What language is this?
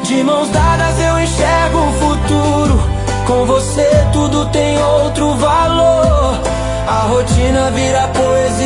Portuguese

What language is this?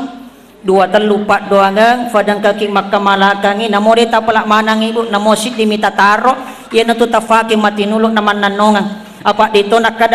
Buginese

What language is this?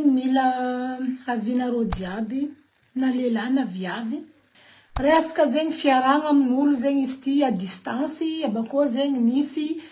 Malagasy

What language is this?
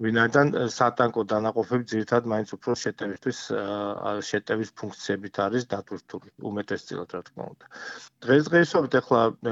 Georgian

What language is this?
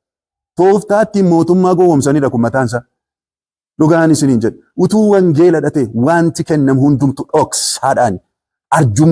Oromo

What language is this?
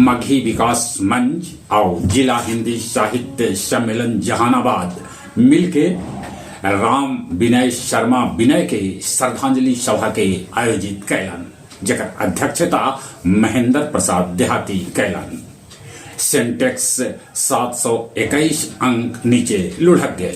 Magahi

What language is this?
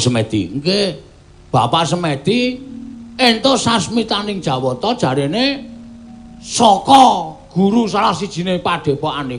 Javanese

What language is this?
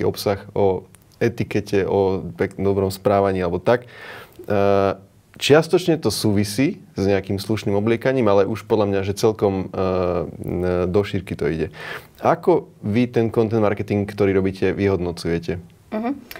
Slovak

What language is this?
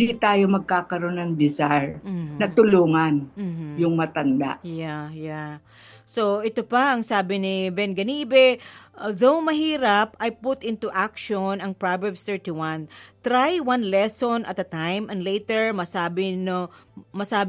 Filipino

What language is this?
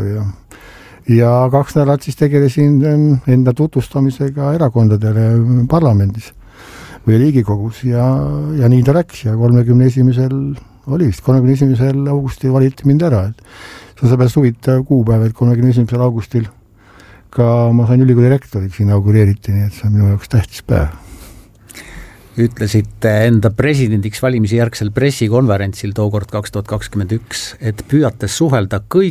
Estonian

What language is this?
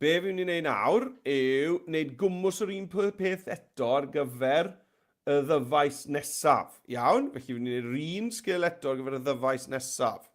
Welsh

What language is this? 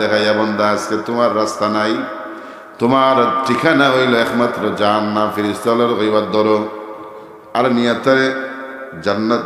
Sylheti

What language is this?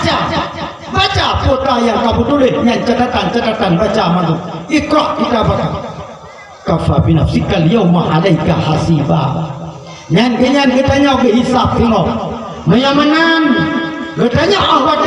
Achinese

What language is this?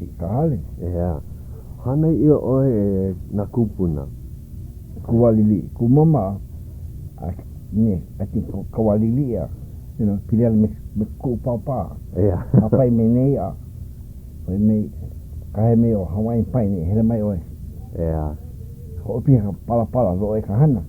Hawaiian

